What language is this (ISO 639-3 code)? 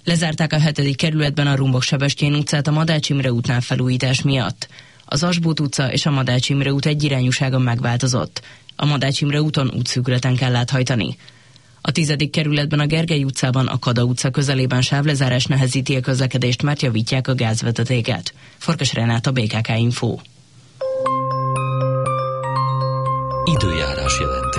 hun